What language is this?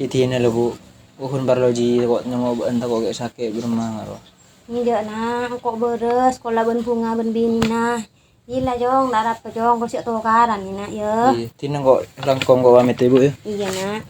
Madurese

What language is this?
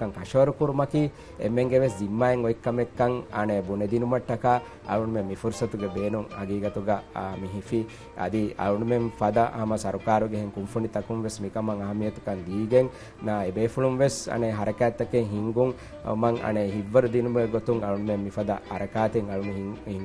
Divehi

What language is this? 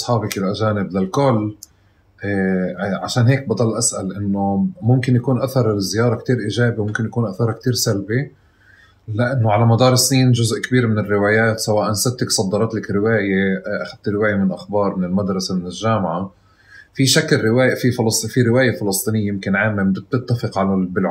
North Levantine Arabic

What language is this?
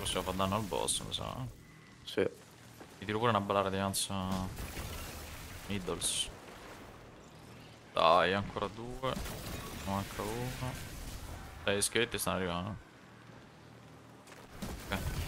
Italian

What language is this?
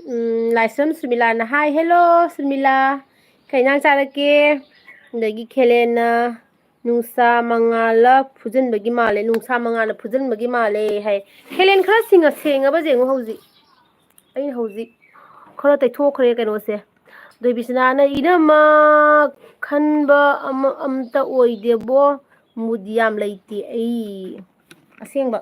Manipuri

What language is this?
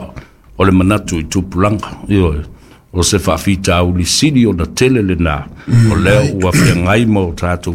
Samoan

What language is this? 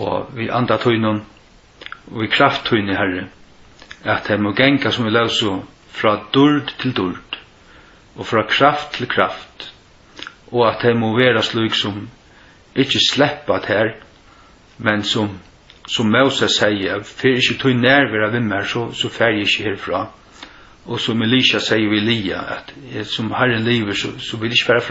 Faroese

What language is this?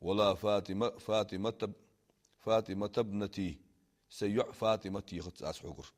Ingush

